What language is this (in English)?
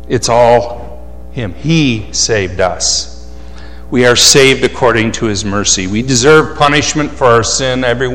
English